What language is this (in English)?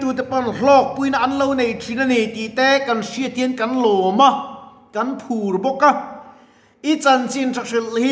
Mizo